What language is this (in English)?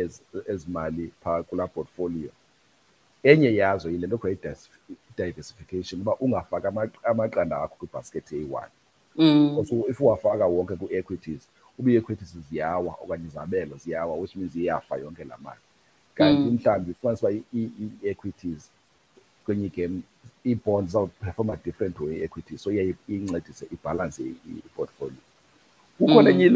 Xhosa